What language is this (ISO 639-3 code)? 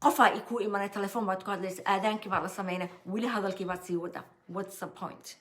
som